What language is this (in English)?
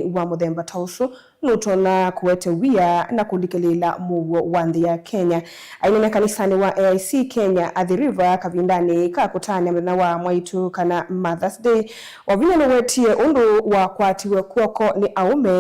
Kamba